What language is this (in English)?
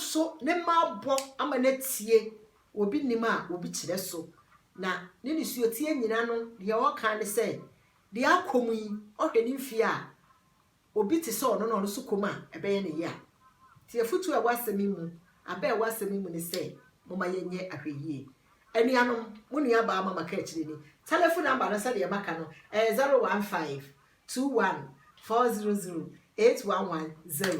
Akan